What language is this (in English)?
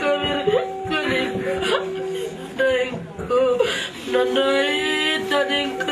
Batak Karo